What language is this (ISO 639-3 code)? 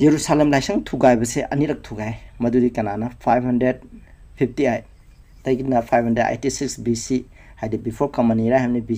mni